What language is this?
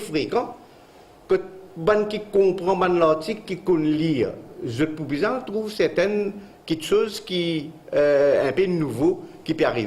Morisyen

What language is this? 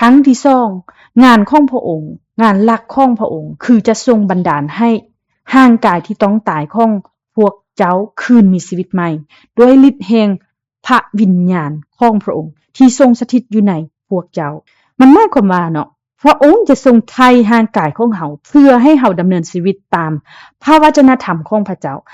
Lao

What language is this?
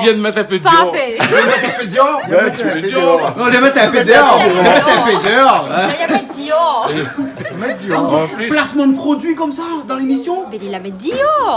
Réunion Creole French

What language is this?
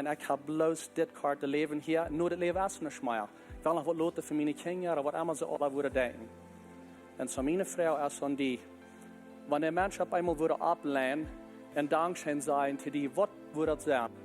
Plautdietsch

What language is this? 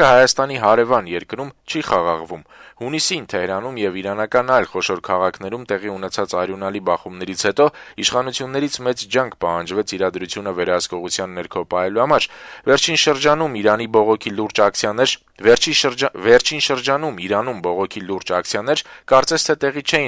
Armenian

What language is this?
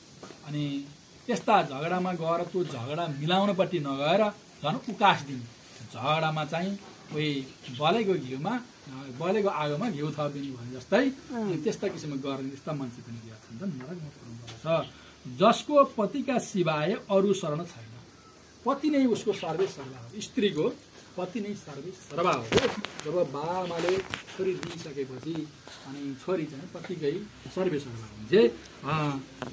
Nepali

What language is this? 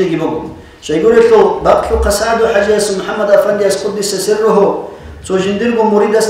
Avaric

